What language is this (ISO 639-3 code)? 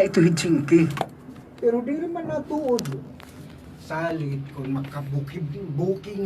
war